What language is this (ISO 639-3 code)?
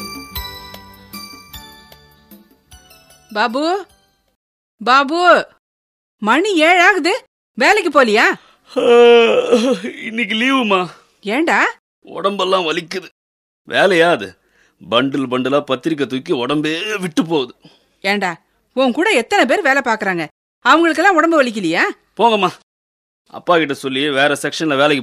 tam